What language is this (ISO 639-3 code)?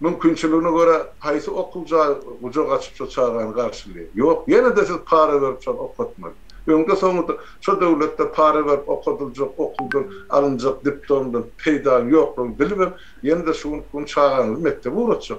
tuk